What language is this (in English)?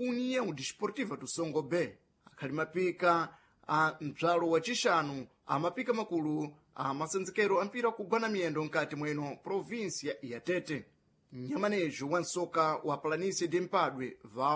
Sena